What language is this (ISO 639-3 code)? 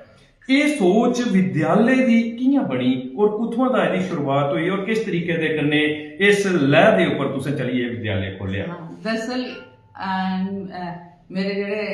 doi